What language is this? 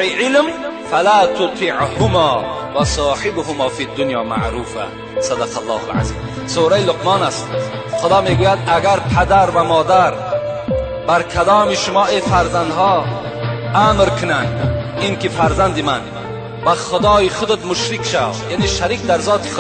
Tajik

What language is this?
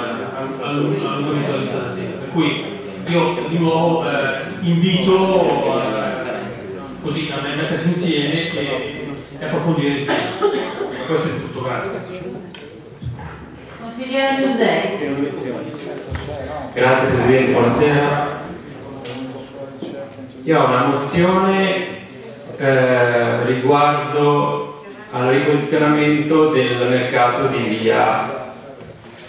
Italian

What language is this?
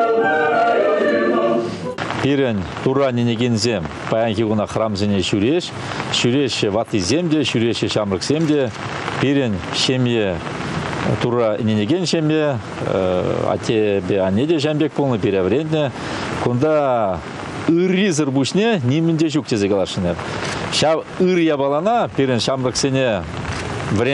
Chuvash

